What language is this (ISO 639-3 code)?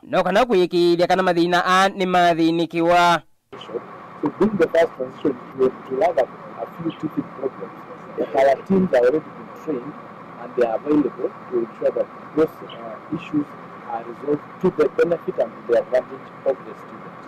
kam